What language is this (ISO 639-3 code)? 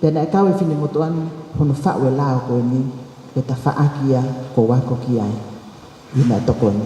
ton